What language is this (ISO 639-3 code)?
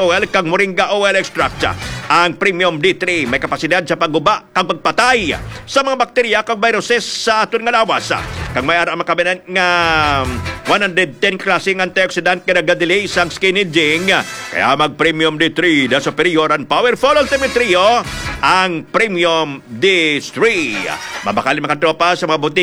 hil